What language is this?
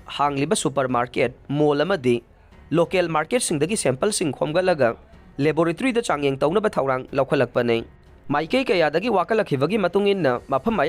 Manipuri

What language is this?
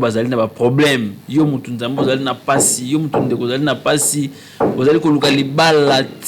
Lingala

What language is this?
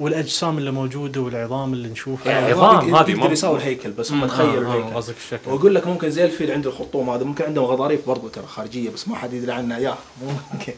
Najdi Arabic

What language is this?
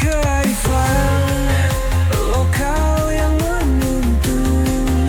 Manado Malay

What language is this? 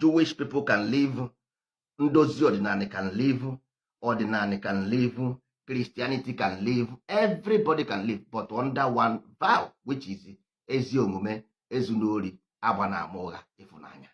Igbo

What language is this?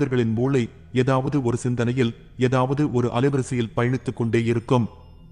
Tamil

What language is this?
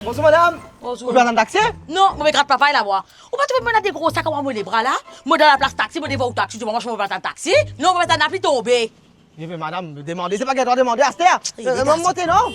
Morisyen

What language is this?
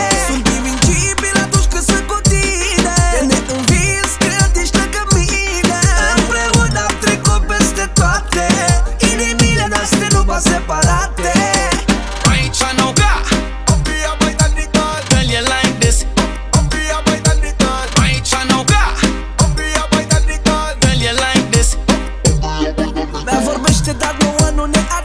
Romanian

